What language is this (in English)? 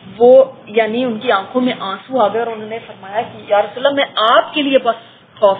Urdu